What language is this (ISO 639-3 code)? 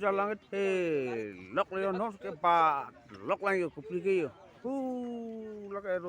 mjw